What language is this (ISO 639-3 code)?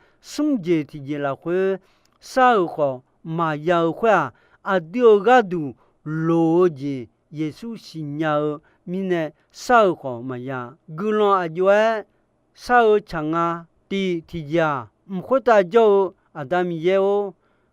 ahk